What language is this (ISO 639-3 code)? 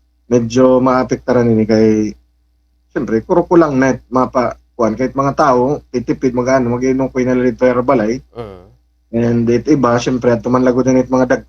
war